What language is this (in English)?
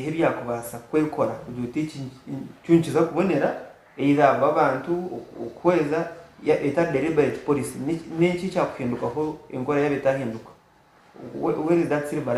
Nyankole